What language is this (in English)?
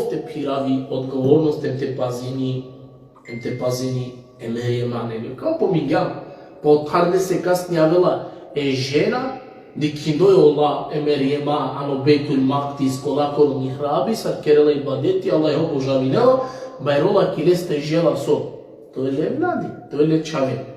Balkan Romani